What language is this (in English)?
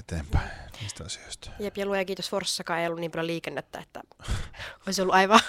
Finnish